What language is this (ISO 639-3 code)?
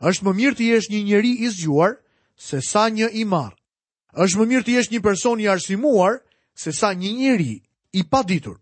sqi